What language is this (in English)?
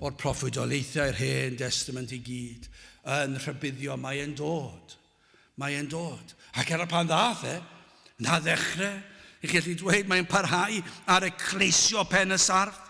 Welsh